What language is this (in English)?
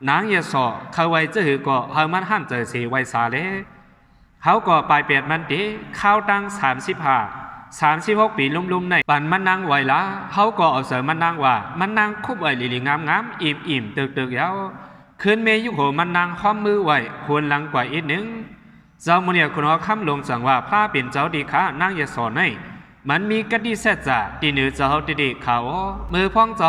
Shan